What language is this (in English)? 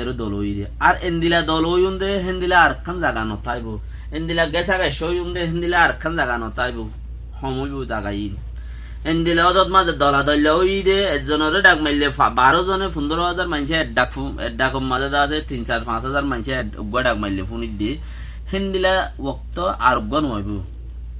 Rohingya